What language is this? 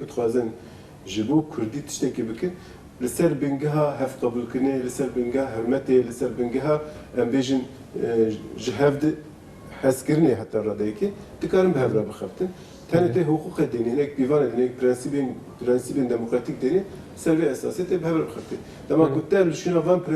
Kurdish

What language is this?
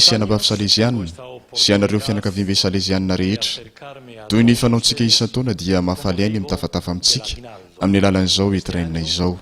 Malagasy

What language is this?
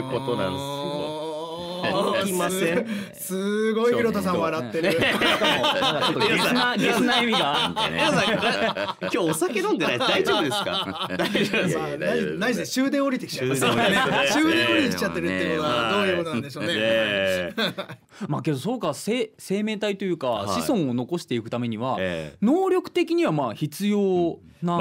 Japanese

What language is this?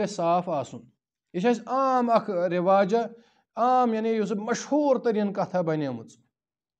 Kashmiri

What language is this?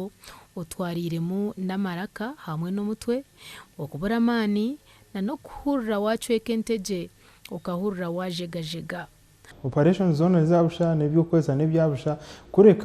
Nyankole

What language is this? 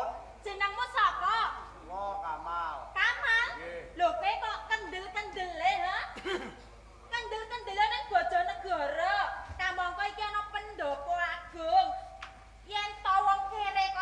Javanese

